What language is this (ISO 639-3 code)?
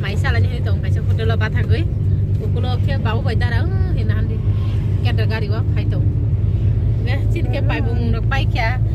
trp